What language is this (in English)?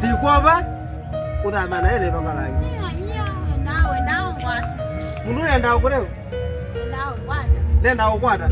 Kamba